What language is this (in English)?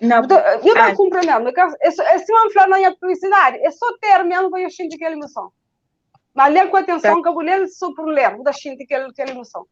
Kabuverdianu